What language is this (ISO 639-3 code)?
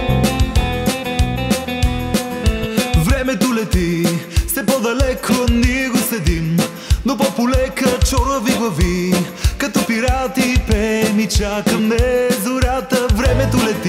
bul